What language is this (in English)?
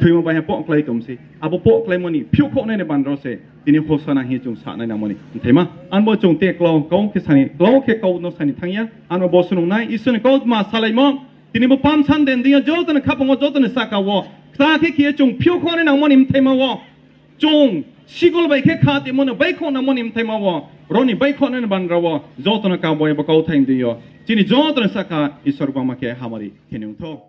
Riang (India)